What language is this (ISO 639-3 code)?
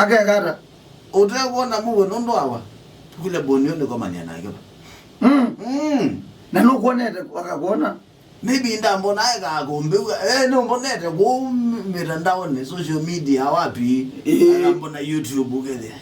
kam